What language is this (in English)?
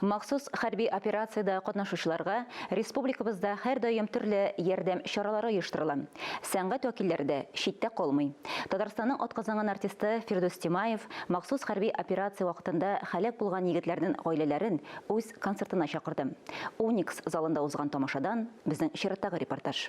Tatar